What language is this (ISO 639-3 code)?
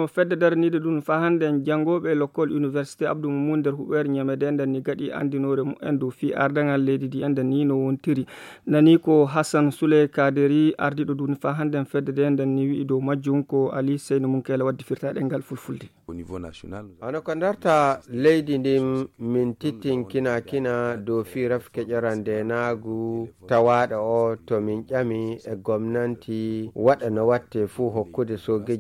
ful